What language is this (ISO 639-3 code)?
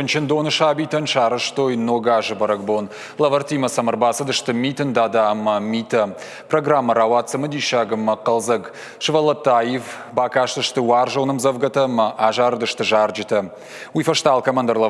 oss